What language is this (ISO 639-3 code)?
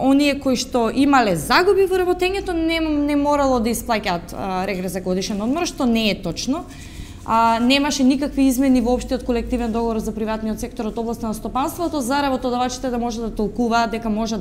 mkd